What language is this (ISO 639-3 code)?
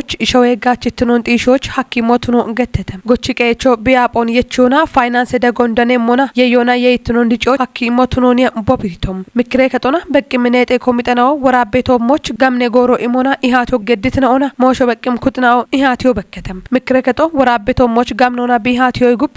kbr